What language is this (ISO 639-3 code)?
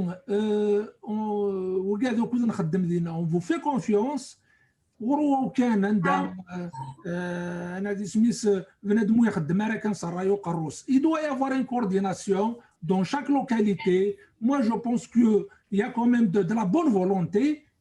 kab